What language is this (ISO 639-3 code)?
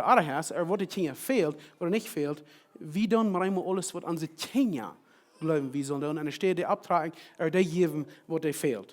pdt